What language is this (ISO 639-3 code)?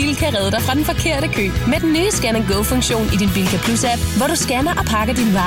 dan